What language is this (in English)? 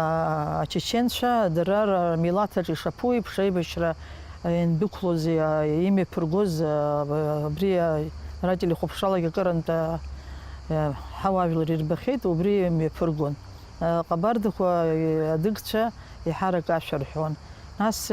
Abkhazian